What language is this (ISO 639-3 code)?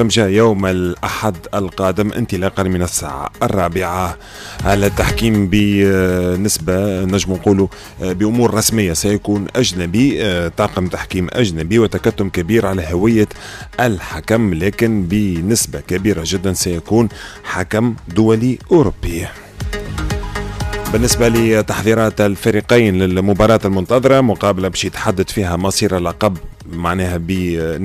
ara